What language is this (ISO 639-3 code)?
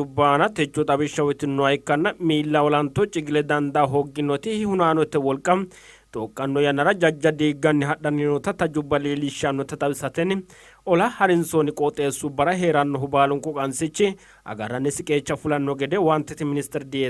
sid